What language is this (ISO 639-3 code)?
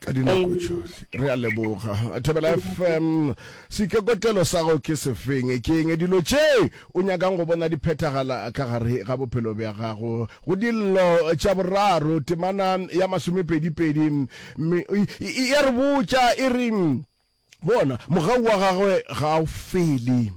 nso